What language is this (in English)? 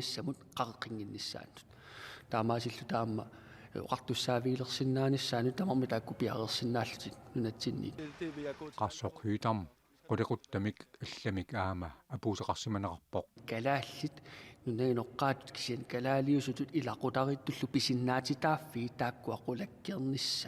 Kalaallisut